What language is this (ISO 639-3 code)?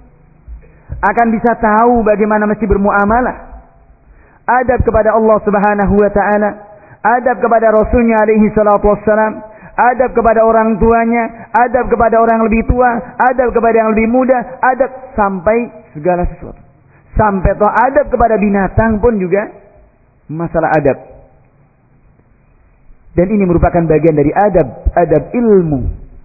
ind